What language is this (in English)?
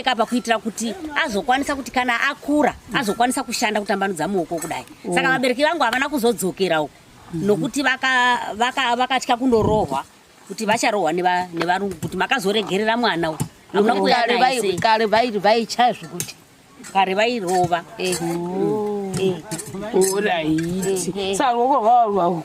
Shona